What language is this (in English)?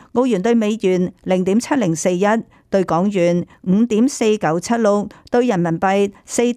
Cantonese